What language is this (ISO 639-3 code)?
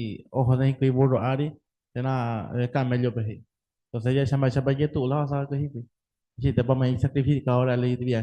grn